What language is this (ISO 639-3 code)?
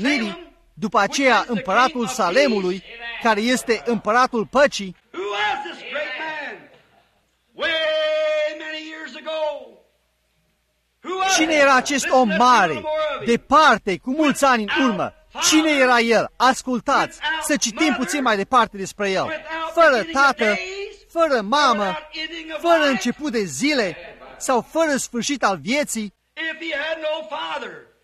ron